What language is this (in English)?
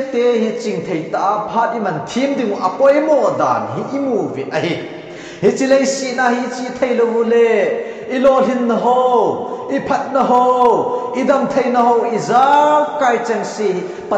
Thado Chin